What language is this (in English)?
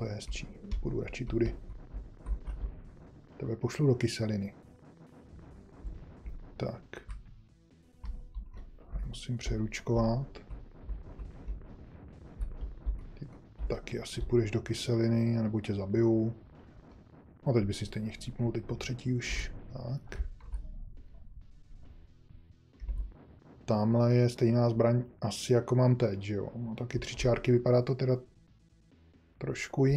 Czech